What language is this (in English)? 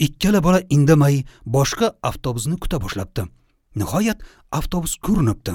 Uzbek